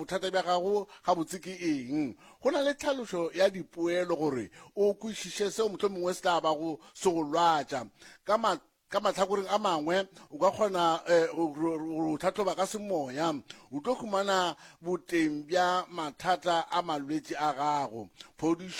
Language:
Northern Sotho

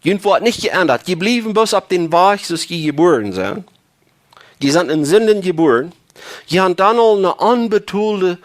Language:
Plautdietsch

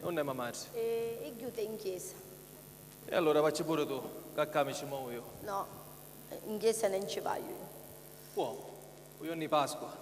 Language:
Sicilian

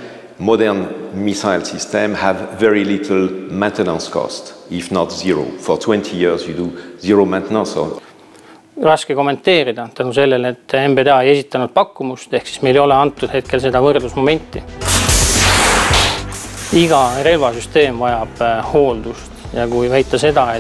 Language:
Estonian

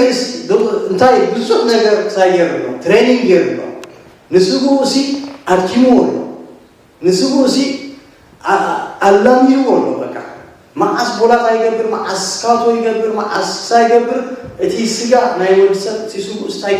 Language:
Tigrinya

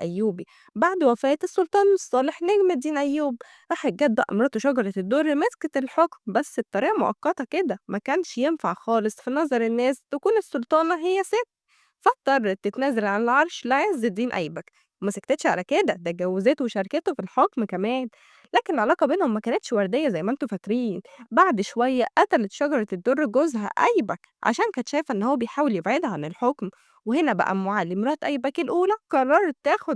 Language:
Egyptian Arabic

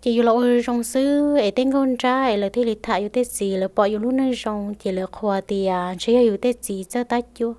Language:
Hmong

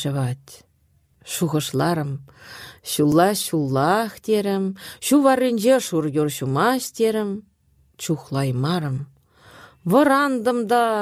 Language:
Chuvash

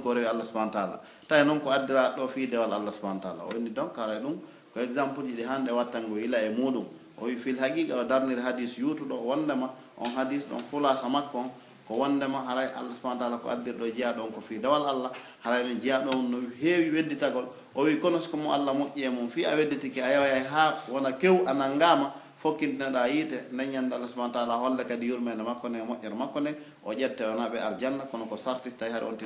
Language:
Pular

